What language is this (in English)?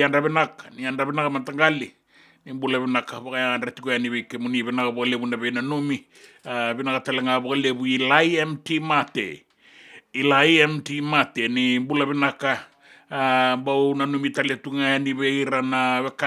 Fijian